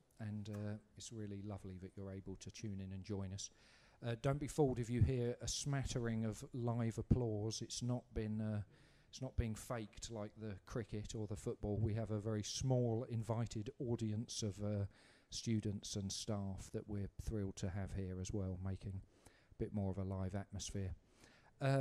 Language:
English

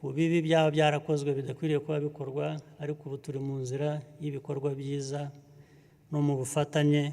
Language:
Kinyarwanda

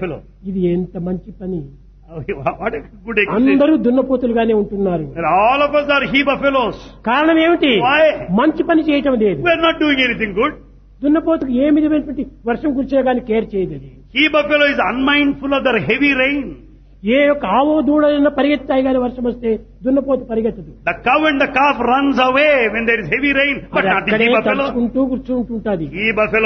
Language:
Telugu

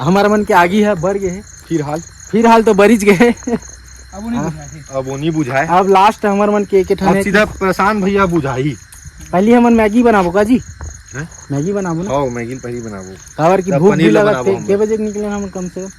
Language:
Chhattisgarhi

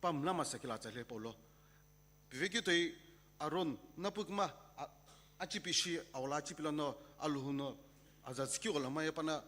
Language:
Sumi Naga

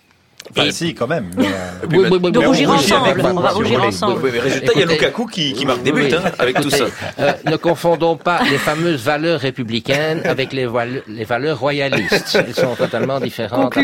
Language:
French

